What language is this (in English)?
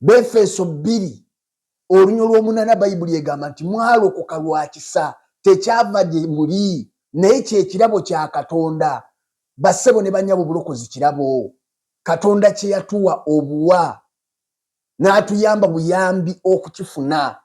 Ganda